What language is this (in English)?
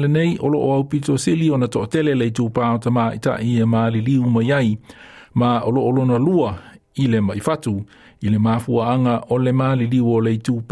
Samoan